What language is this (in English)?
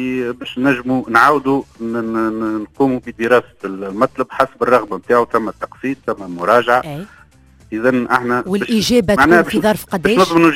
Tunisian Arabic